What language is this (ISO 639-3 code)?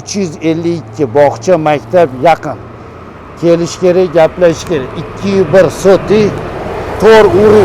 uzb